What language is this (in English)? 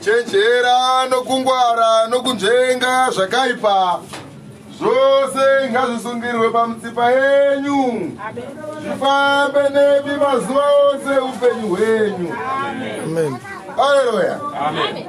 Shona